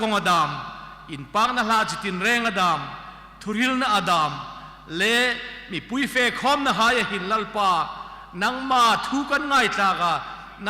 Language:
Hmar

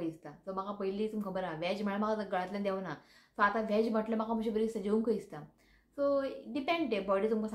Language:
Konkani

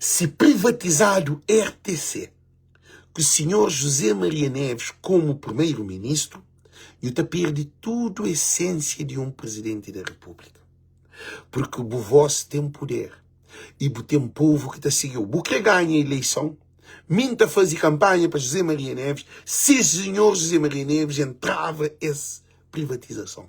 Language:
Kabuverdianu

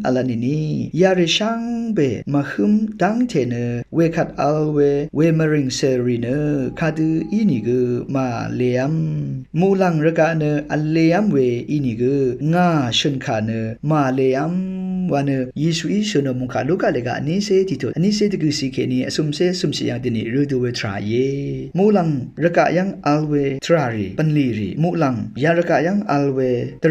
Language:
Rawang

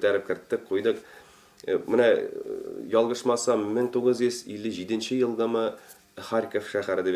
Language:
Tatar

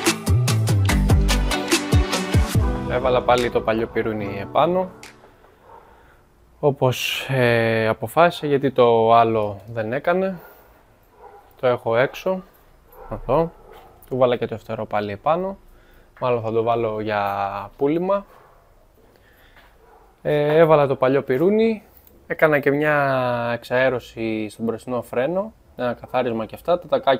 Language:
Greek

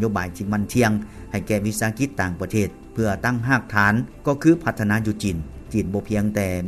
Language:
Lao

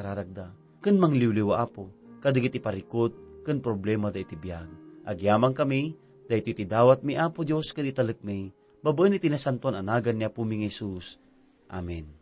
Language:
Iloko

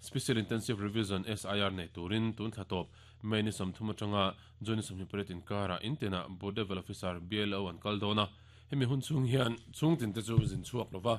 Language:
Mizo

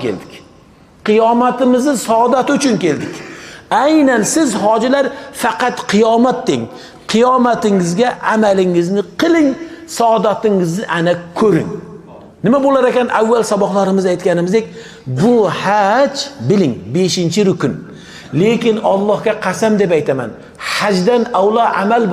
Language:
Uzbek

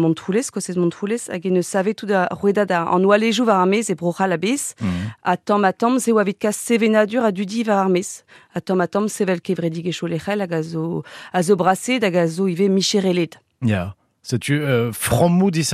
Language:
Breton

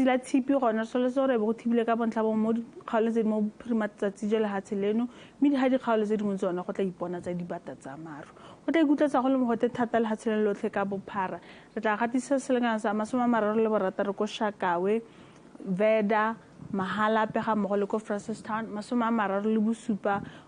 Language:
Tswana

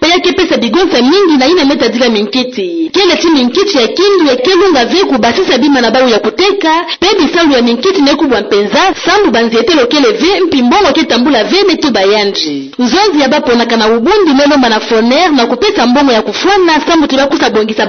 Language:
Kituba (Democratic Republic of Congo)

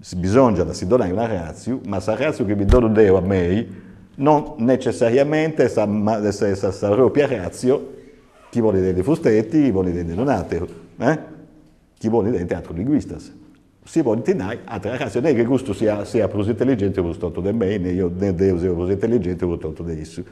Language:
Sardinian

